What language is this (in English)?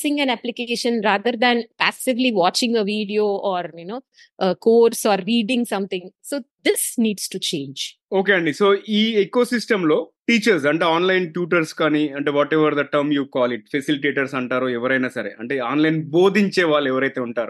Telugu